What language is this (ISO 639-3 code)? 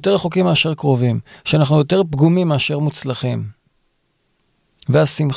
heb